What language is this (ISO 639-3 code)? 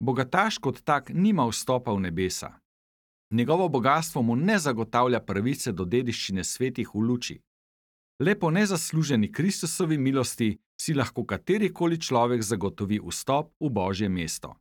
slv